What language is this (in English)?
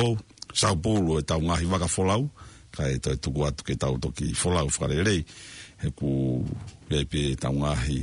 Tongan